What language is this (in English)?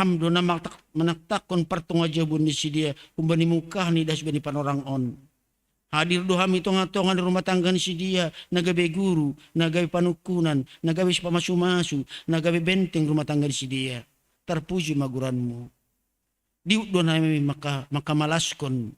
Batak Simalungun